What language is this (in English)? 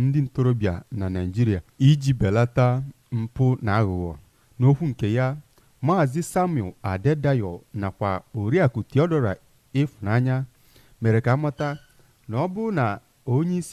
Igbo